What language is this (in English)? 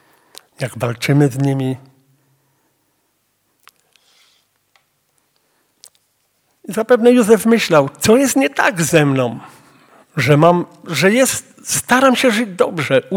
Polish